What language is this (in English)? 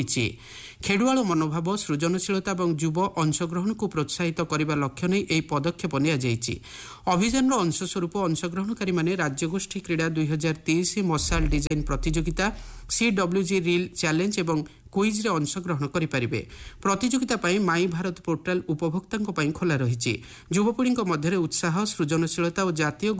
Odia